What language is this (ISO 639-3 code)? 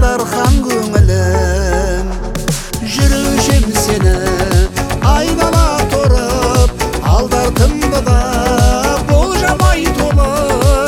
kaz